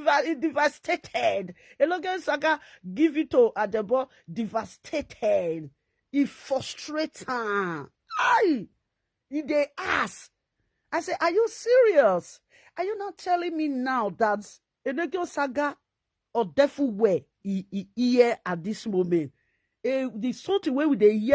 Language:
Nigerian Pidgin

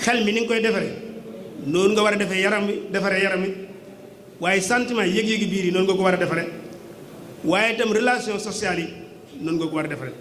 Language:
Wolof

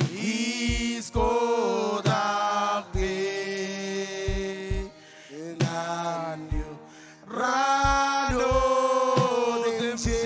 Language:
Marshallese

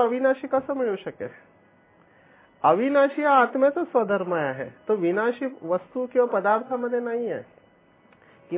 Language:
Marathi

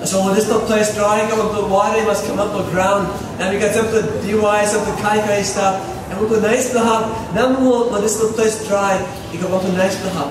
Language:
Tok Pisin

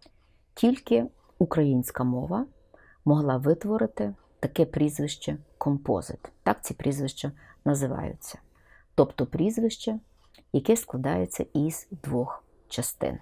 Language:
Ukrainian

